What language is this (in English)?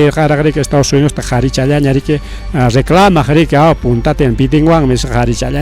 Ayacucho Quechua